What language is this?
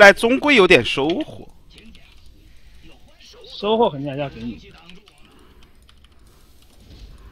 Chinese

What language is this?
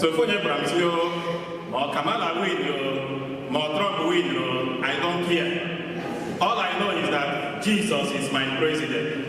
Igbo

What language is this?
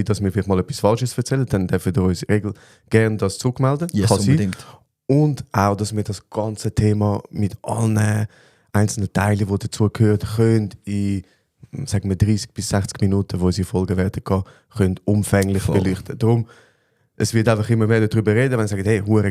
Swiss German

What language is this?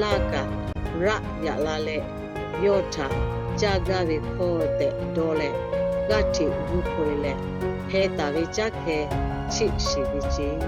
Lahu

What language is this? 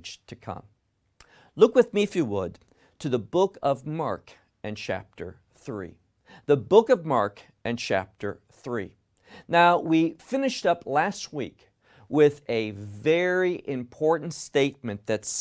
English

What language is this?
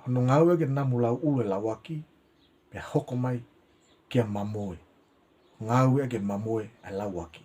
Tongan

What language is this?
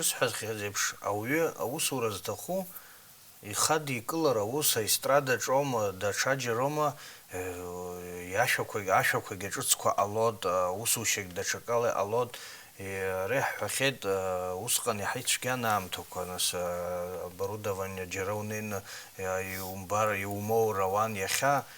Abkhazian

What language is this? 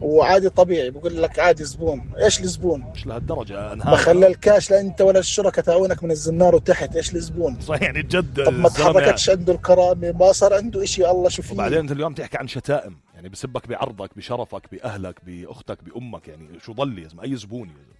North Levantine Arabic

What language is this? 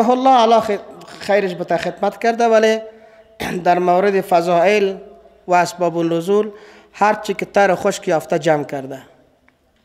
Persian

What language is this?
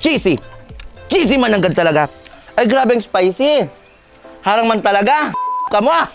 Bikol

